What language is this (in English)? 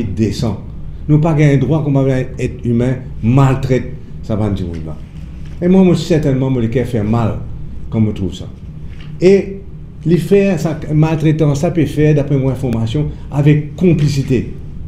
Morisyen